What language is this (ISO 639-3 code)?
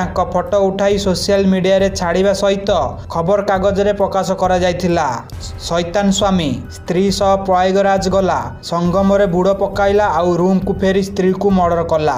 ori